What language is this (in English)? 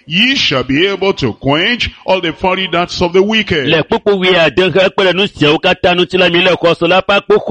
Ewe